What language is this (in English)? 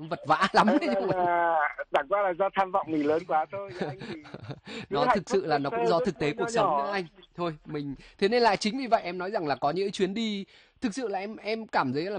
Vietnamese